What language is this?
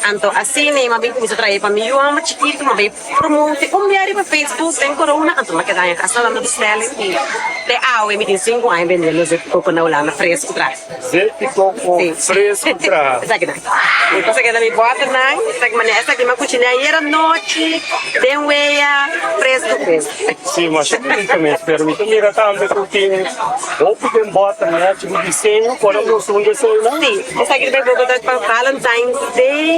Papiamento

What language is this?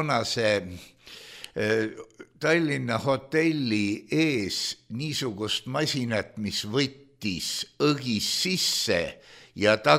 Estonian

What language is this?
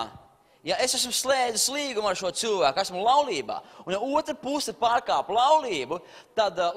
Latvian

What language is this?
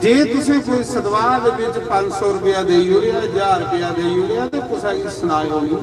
Dogri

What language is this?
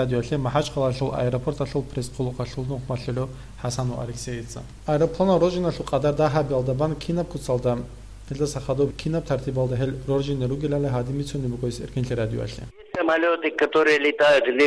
Avaric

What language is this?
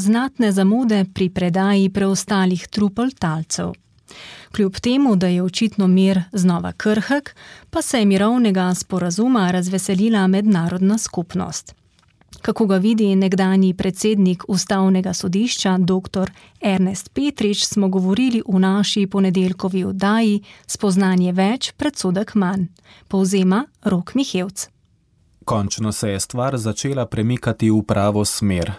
Slovenian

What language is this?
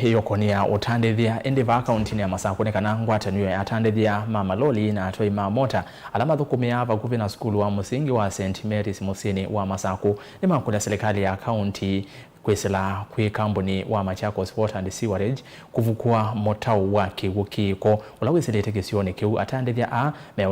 Kamba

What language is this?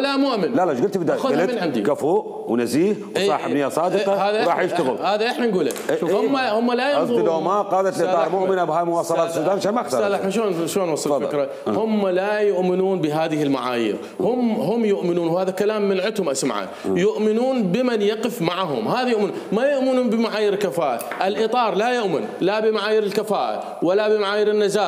Mesopotamian Arabic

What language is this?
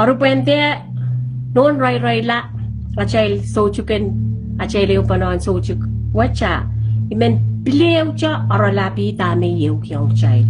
Pohnpeian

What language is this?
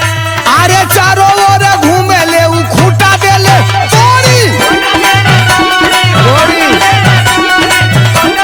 Bhojpuri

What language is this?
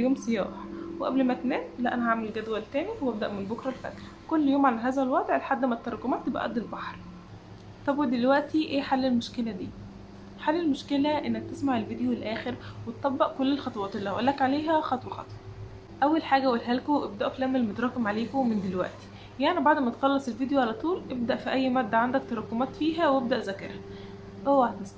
Egyptian Arabic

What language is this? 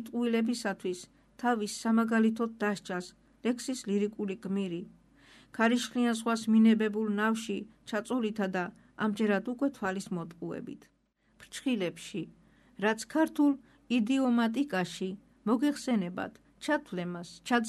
Georgian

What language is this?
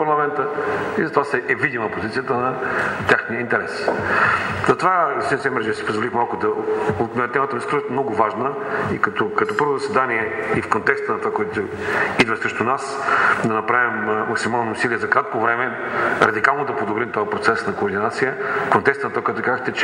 Bulgarian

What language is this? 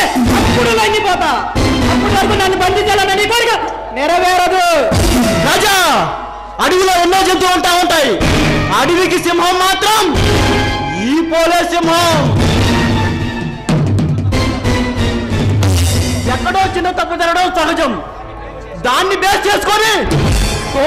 Telugu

